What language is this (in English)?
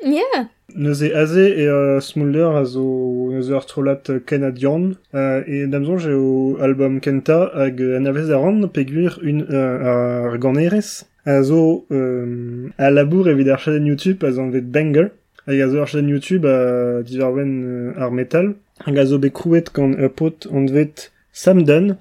Breton